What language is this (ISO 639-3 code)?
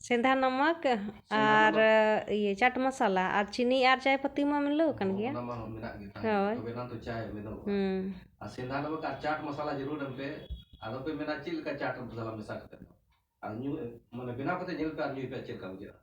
sat